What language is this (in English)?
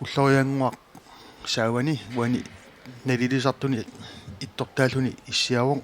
Kalaallisut